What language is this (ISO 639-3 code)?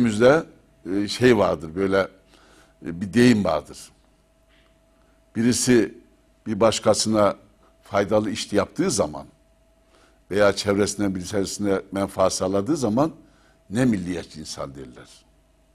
tur